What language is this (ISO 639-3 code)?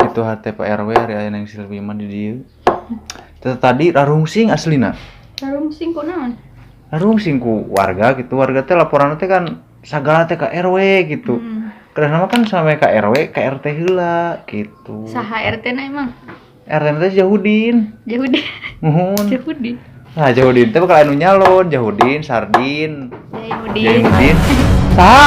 sun